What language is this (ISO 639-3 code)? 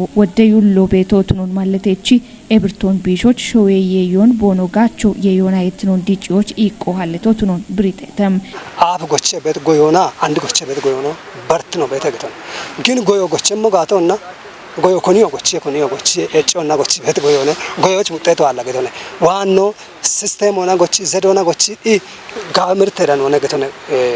kbr